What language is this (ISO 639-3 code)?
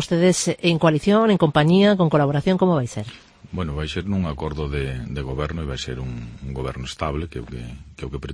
glg